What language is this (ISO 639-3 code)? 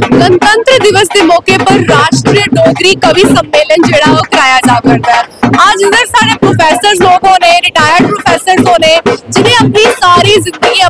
doi